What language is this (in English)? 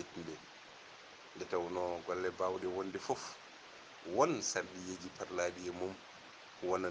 Fula